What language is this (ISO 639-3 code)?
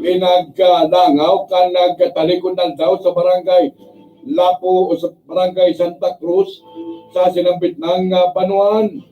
bik